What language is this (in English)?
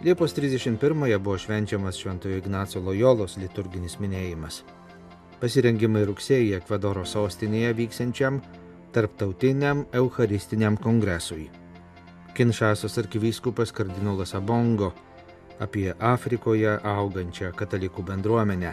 Lithuanian